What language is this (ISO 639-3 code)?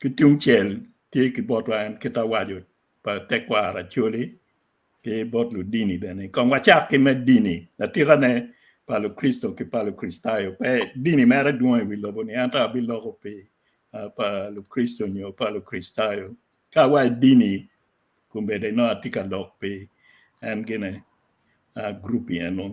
ach